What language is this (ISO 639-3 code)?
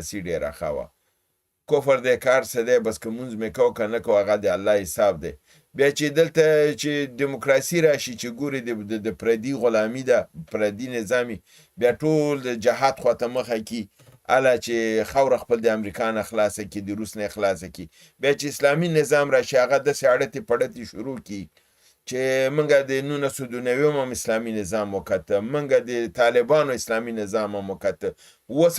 pus